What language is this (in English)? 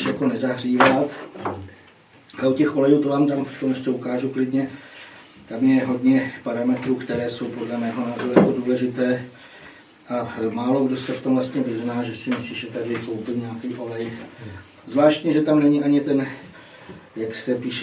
Czech